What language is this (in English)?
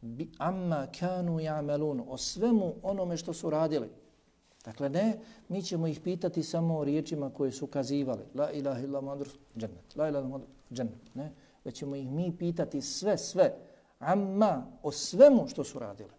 Bosnian